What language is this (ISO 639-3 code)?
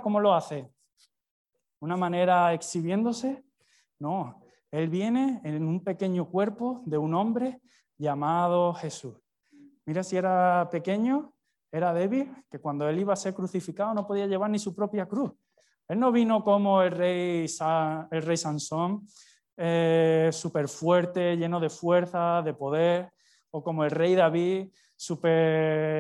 spa